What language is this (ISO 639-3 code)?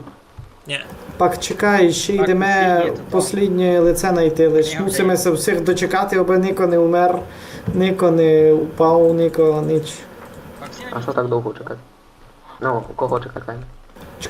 rue